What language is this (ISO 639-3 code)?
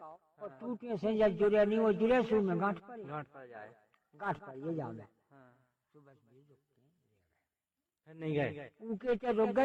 hin